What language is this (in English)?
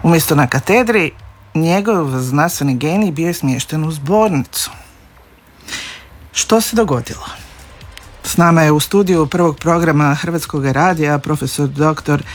Croatian